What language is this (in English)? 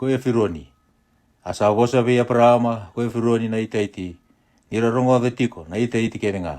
Fijian